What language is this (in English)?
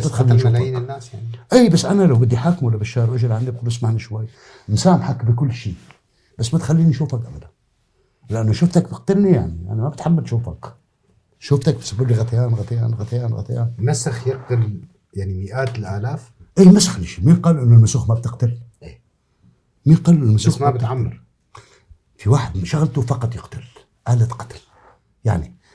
North Levantine Arabic